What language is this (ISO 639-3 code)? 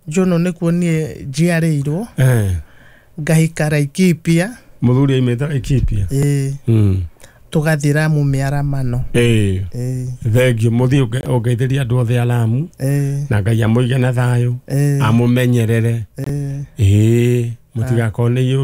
kik